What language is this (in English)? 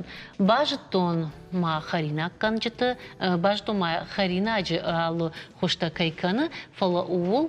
Ossetic